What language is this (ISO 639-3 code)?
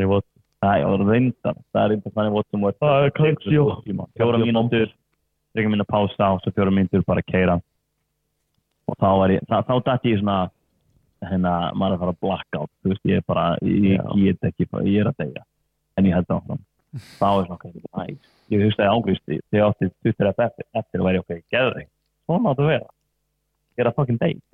isl